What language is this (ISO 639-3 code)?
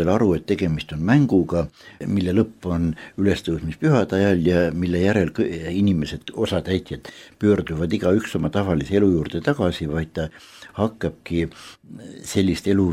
est